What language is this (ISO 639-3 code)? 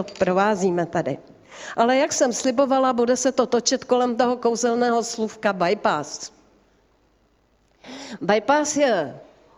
ces